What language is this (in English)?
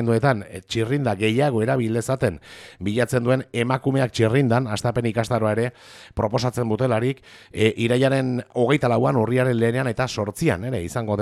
Basque